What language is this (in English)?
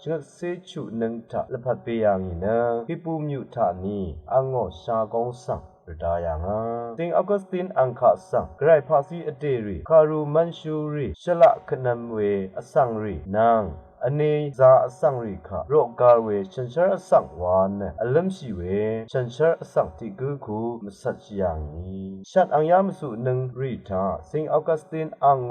Rawang